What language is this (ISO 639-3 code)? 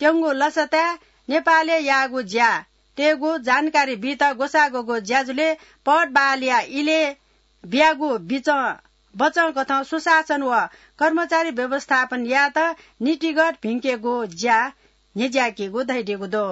new